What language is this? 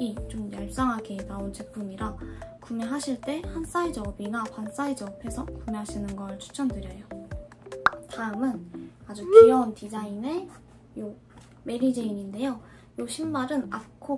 Korean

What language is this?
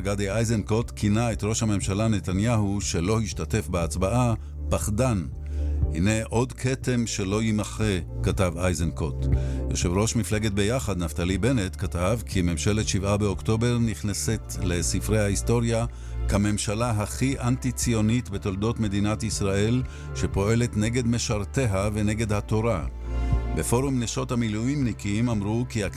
Hebrew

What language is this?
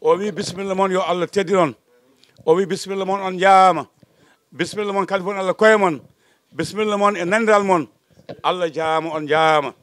Fula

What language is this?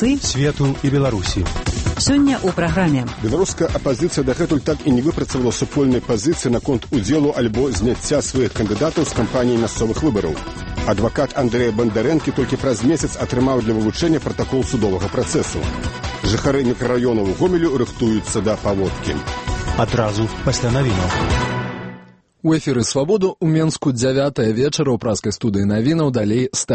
Belarusian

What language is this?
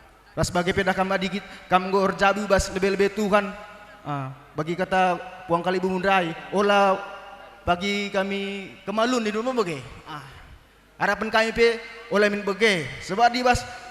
Batak Karo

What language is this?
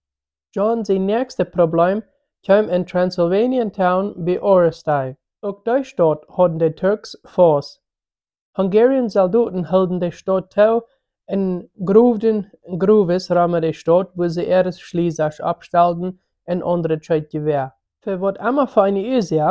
Plautdietsch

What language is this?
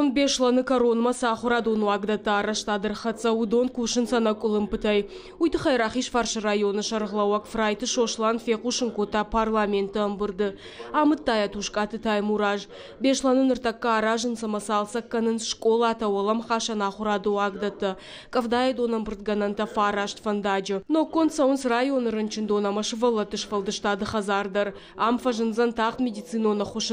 Ossetic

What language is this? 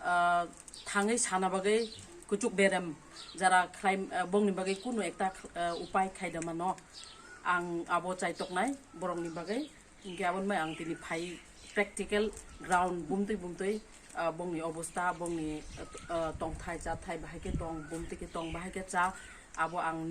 Kok Borok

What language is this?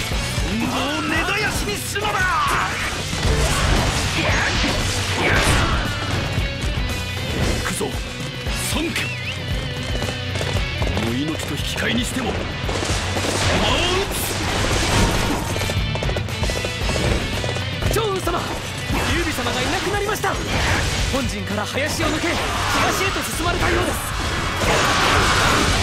Japanese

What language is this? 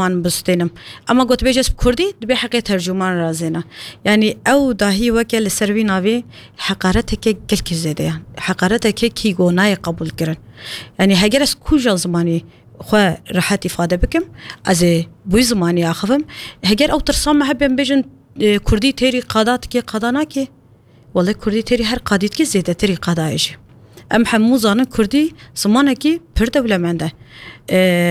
Kurdish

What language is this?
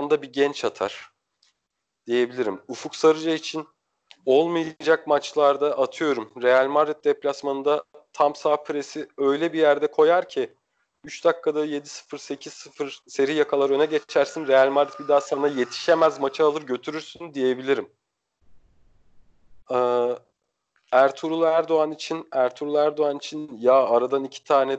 Turkish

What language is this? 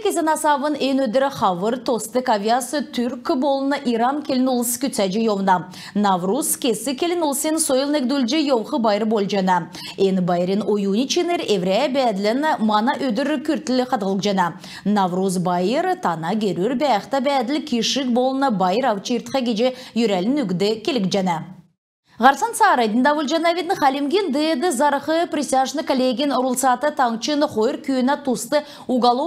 Kalmyk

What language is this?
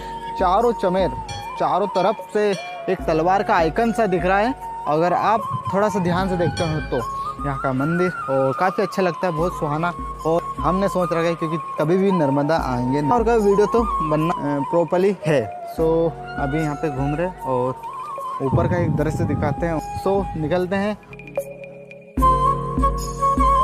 Hindi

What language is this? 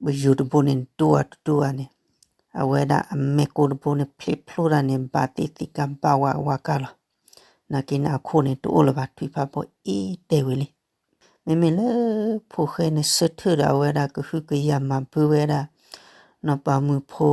S'gaw Karen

